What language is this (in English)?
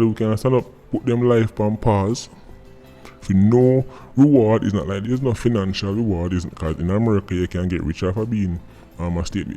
Jamaican Creole English